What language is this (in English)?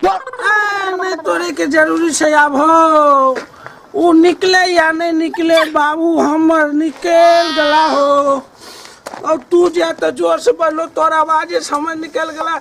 Maithili